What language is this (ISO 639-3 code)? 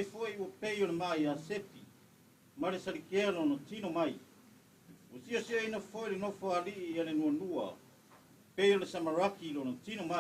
smo